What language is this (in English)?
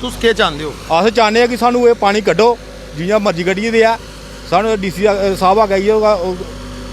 Dogri